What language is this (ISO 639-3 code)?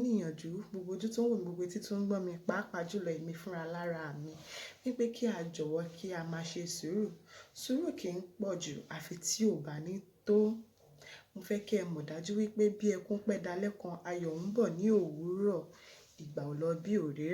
yor